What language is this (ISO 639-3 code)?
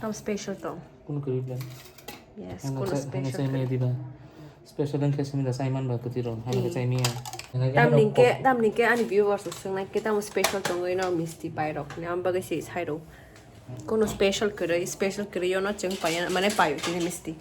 trp